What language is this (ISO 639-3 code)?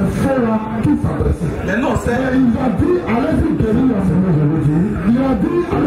fra